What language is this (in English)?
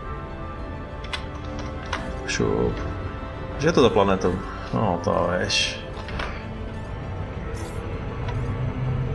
Czech